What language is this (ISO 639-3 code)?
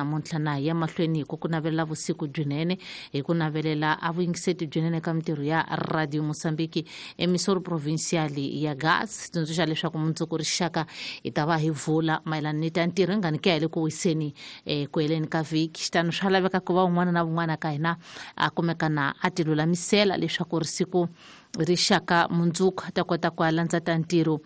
tso